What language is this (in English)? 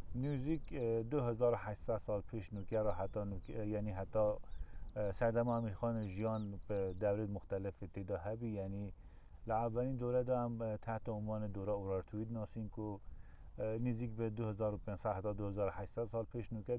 Kurdish